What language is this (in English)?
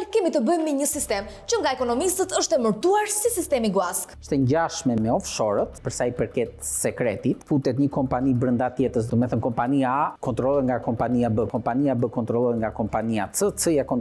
Albanian